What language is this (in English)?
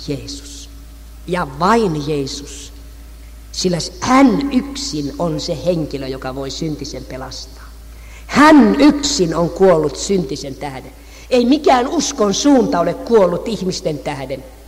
Finnish